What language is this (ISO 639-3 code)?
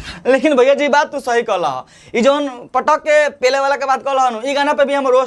bho